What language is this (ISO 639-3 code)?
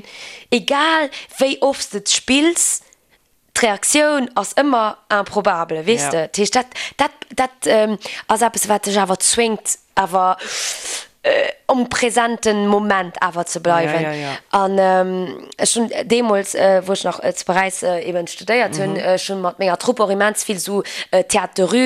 ltz